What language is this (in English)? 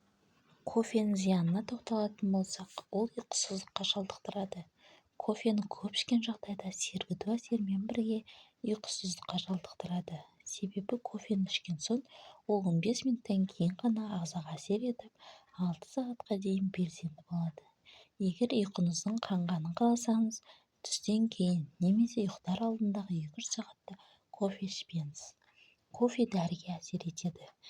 Kazakh